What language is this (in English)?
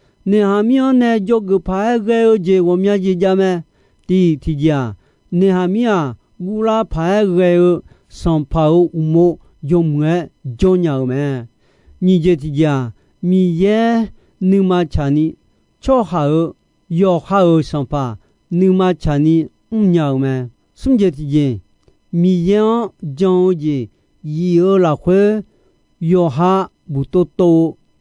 Akha